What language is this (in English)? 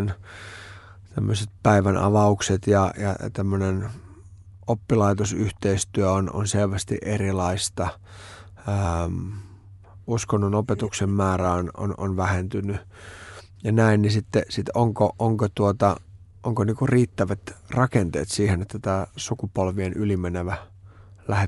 Finnish